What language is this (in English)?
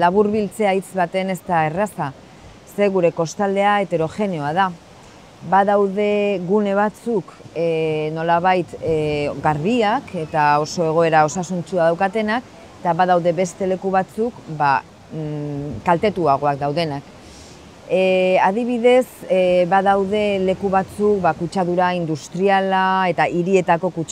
Basque